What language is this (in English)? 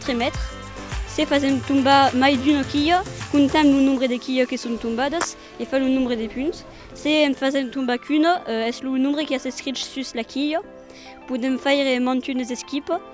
Occitan